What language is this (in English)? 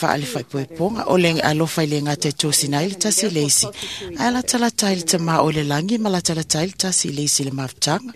Samoan